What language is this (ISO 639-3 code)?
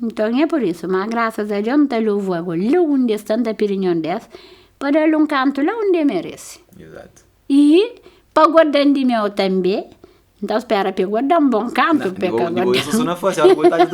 kea